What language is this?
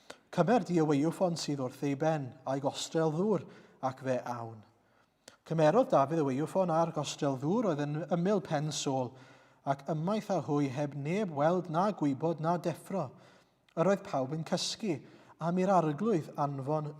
Welsh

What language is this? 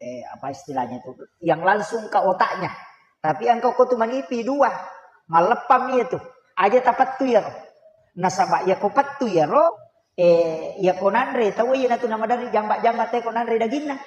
Buginese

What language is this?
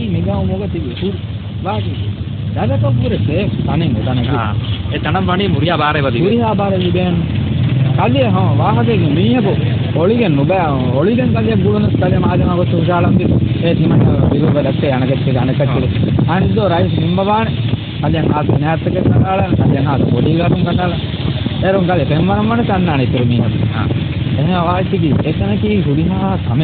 Divehi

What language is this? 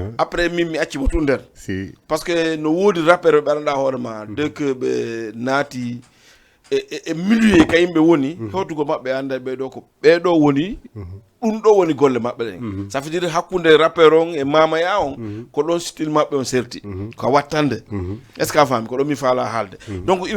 Fula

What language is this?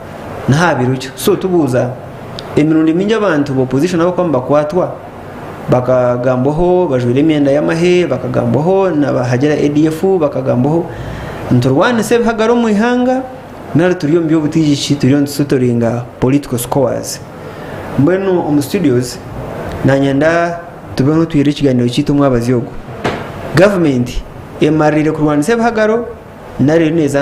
Nyankole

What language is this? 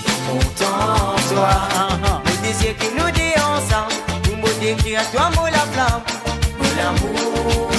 Morisyen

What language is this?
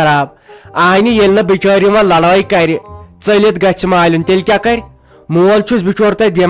Kashmiri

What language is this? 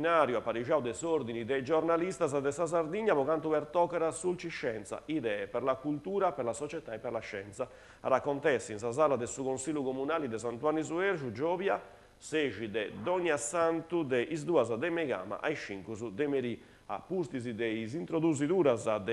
Sardinian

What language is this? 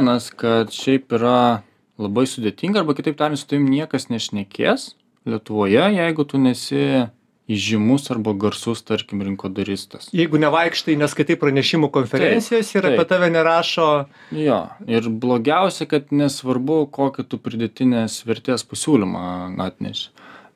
Lithuanian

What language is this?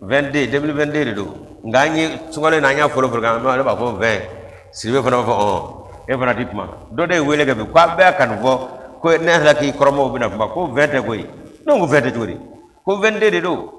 Bambara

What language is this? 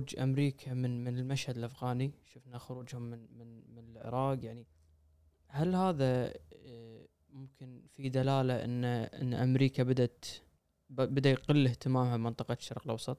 Gulf Arabic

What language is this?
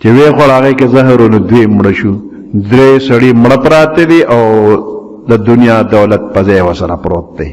Pashto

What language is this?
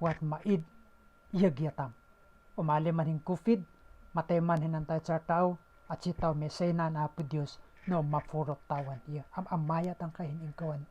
Iloko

